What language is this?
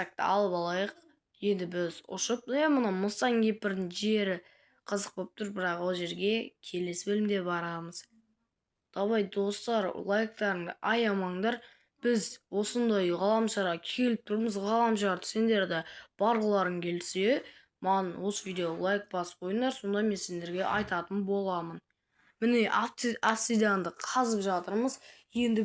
Kazakh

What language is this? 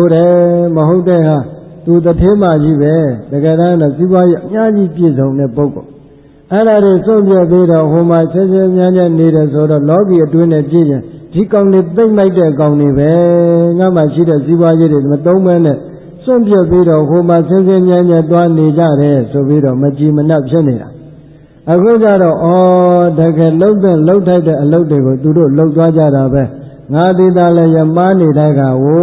Burmese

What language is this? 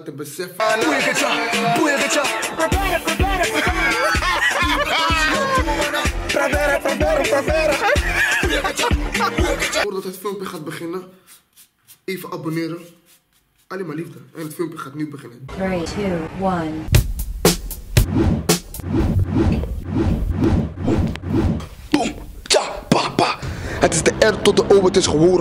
Dutch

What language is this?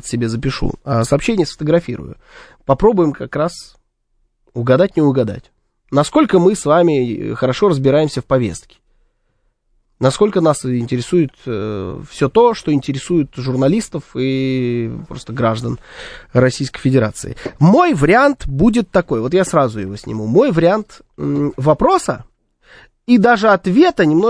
Russian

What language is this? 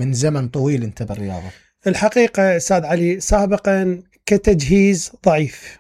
Mesopotamian Arabic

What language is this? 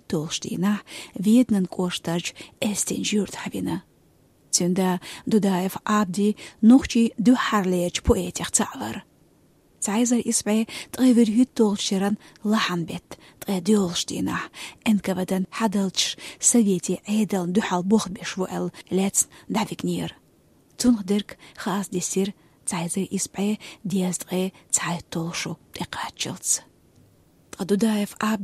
Chechen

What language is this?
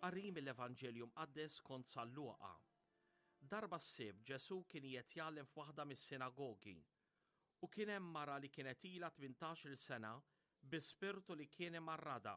Maltese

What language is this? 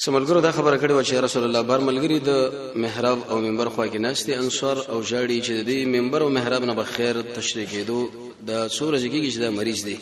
Pashto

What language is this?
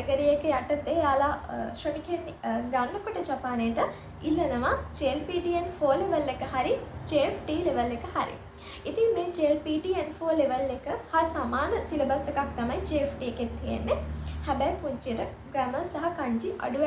Sinhala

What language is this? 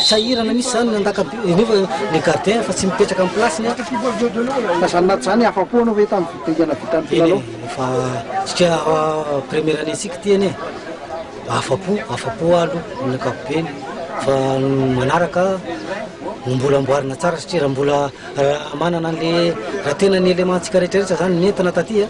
Malagasy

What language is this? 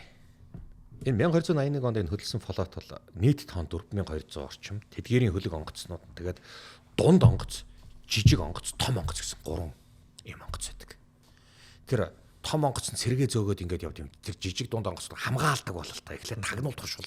Mongolian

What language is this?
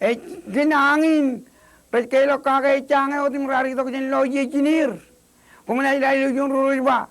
Marshallese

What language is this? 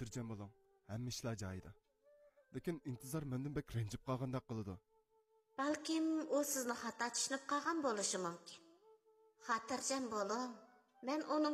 Uyghur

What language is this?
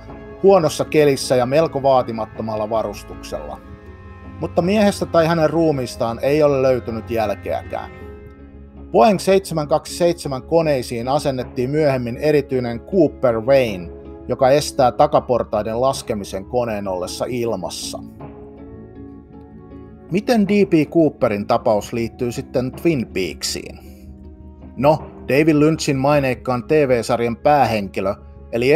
Finnish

